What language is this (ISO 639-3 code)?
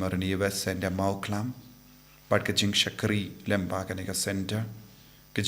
kha